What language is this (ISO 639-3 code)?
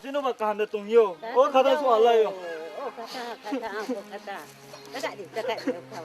ria